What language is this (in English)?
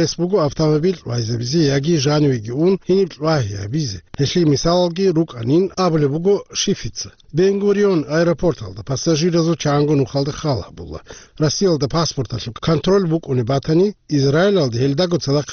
Avaric